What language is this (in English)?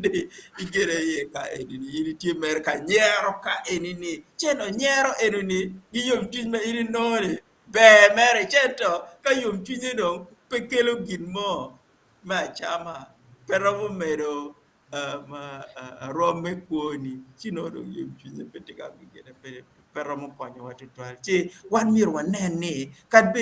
Acoli